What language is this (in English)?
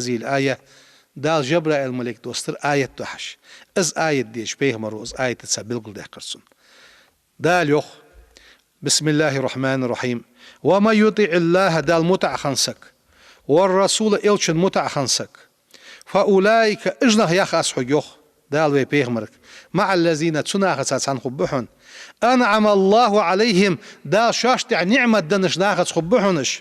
Ingush